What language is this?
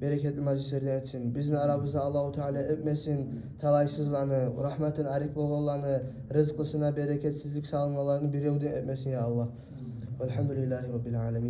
Kumyk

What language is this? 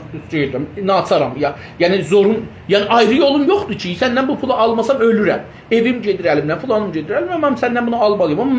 South Azerbaijani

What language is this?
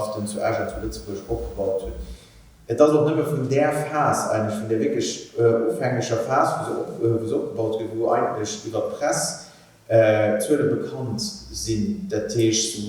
Luxembourgish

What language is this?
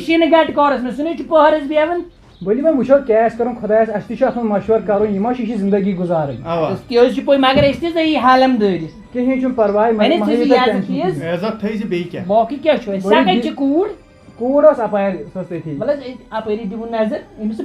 Kashmiri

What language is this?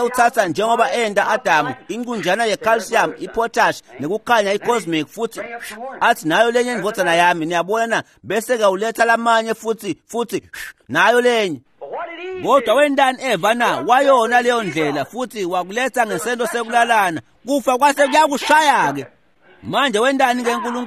Swati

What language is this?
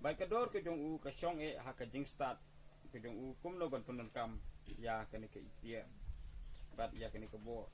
Khasi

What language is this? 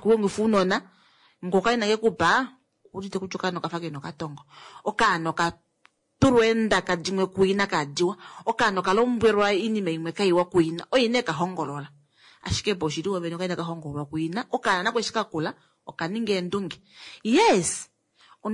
Kuanyama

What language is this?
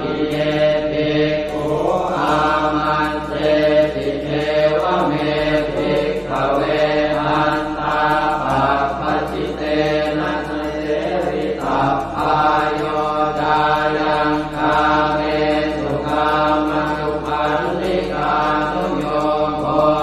Pali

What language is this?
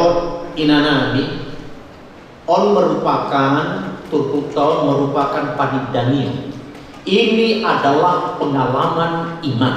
Batak Toba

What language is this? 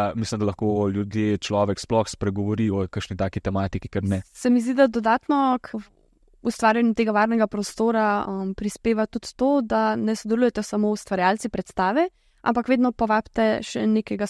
Slovenian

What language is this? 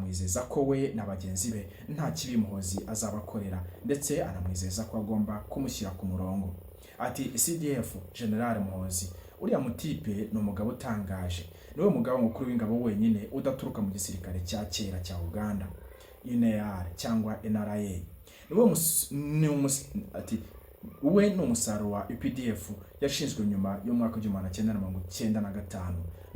Kinyarwanda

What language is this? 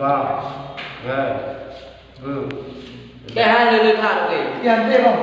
Achinese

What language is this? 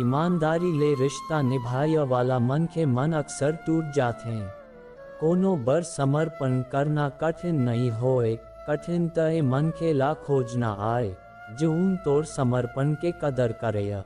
Chhattisgarhi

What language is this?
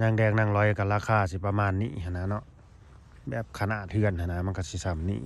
Lao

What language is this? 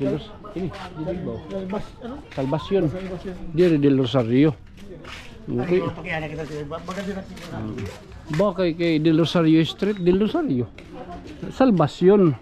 Waray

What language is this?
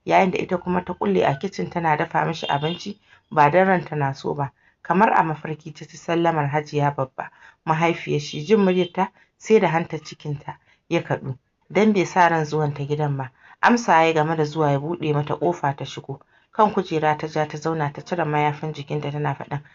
Hausa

